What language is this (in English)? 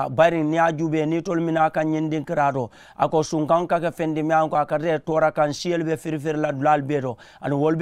Mandingo